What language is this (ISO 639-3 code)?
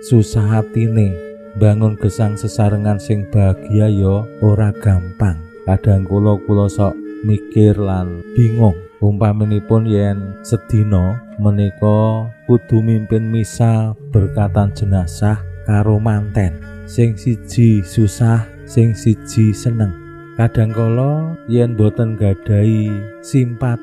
jav